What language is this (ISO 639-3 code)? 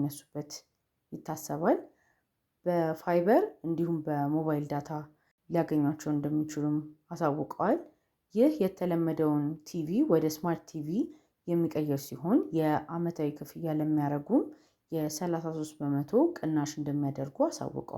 amh